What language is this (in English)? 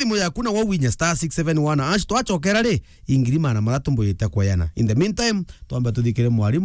Meru